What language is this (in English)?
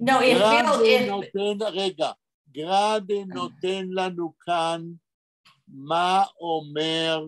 Yiddish